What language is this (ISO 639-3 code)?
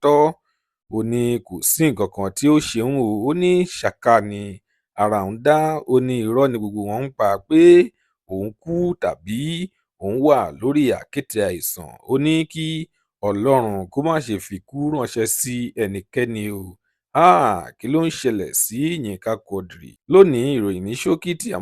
yor